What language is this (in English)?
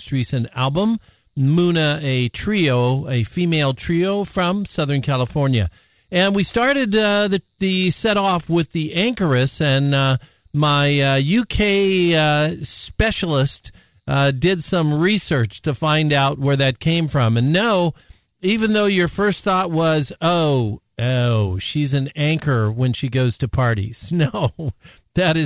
English